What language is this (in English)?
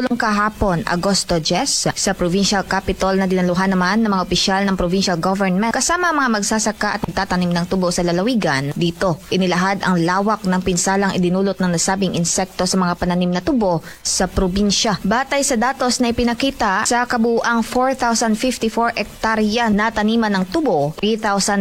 Filipino